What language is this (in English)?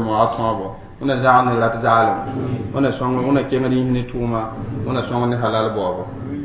Mossi